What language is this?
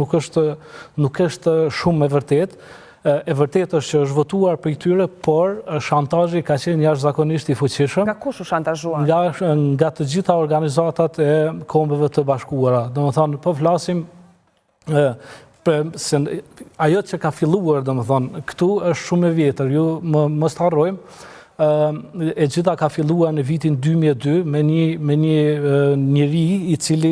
Albanian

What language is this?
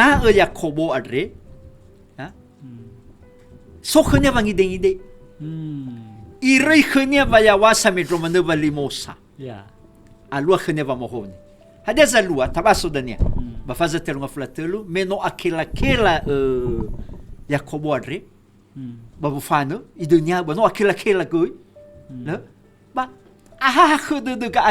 Nias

